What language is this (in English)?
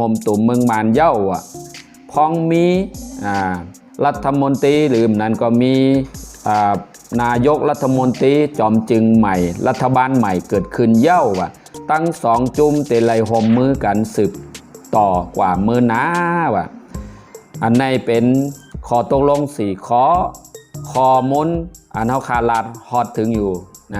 Shan